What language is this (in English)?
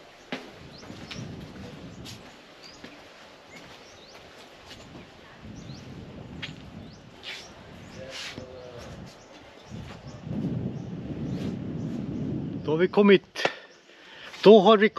Swedish